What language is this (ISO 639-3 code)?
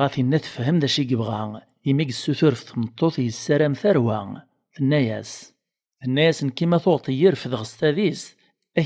kab